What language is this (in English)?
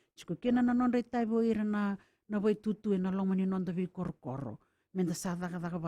Fijian